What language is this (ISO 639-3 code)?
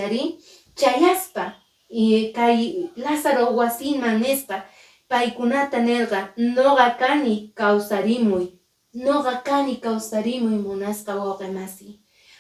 que